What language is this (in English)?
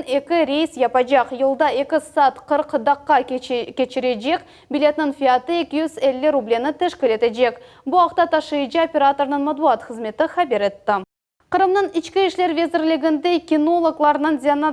Crimean Tatar